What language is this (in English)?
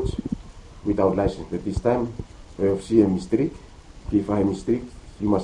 Bislama